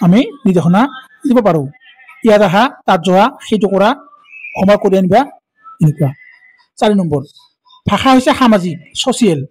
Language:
Assamese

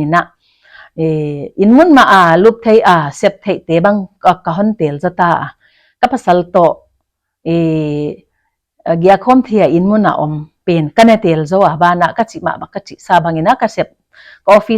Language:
Paite Chin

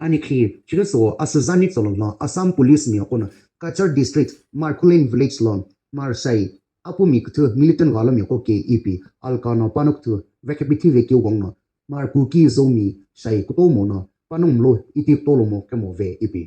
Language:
Sumi Naga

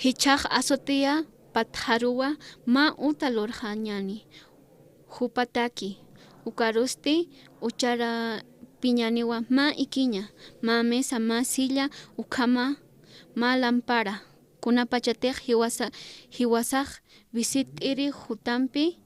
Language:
Aymara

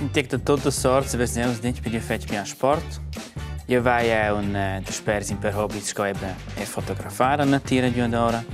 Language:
Romansh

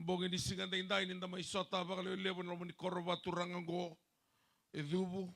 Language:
Fijian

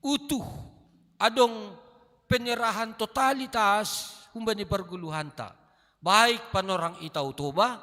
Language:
Batak Simalungun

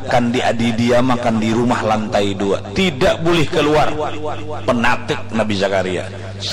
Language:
Banjar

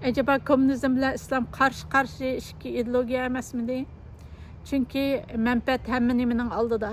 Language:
Uyghur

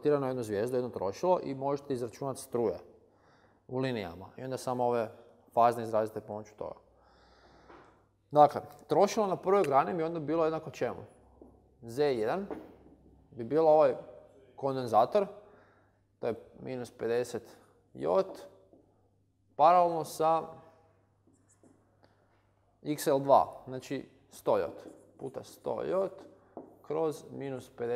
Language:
Croatian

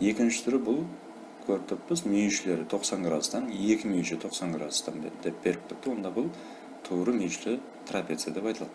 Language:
Kara-Kalpak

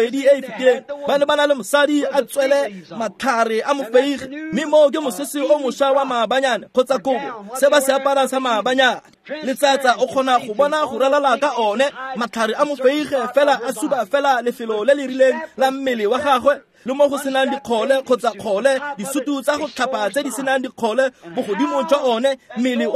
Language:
Tswana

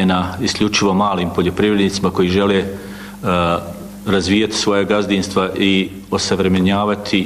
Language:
Bosnian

